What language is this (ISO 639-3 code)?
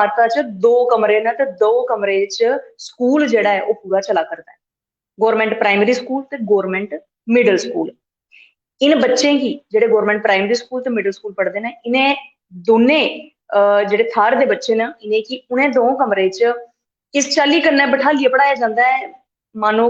doi